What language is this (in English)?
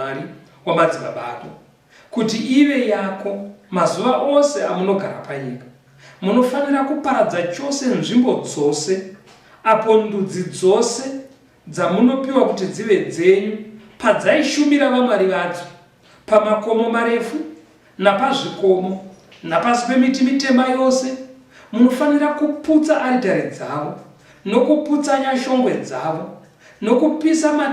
Shona